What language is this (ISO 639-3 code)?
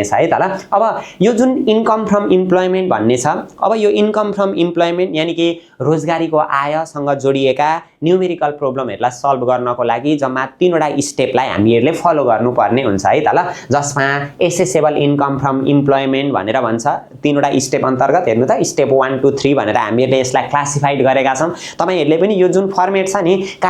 nep